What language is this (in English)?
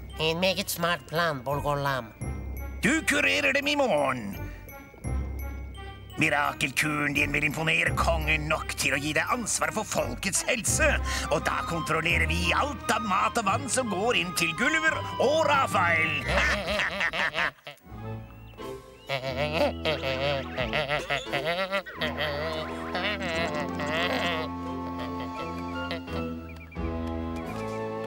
Norwegian